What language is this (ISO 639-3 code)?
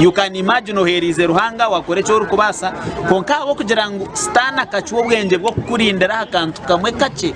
nyn